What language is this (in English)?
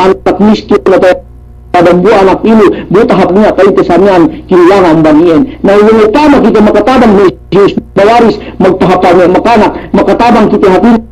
Yakan